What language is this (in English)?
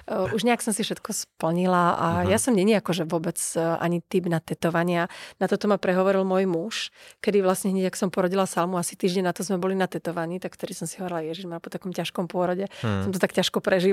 Slovak